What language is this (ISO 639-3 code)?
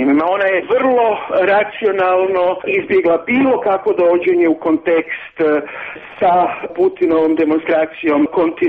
hrv